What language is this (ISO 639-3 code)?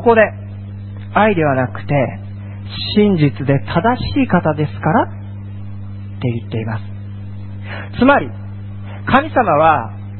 jpn